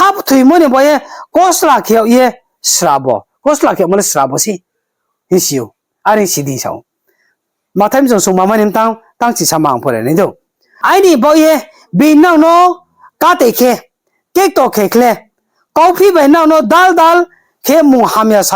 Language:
Riang (India)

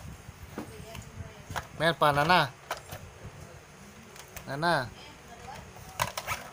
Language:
Malay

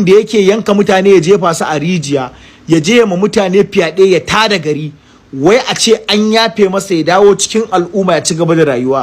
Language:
Hausa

